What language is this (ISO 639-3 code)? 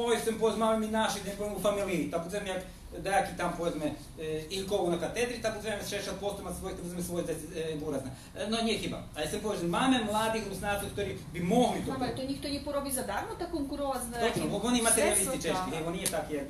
rue